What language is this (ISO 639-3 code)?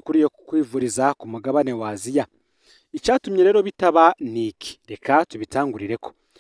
run